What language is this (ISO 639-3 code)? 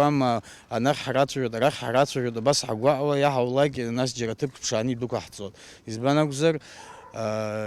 abk